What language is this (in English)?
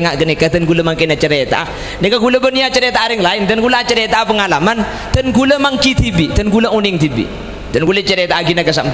Madurese